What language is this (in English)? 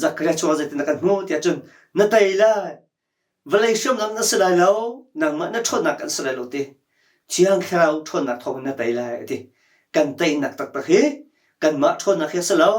Hakha Chin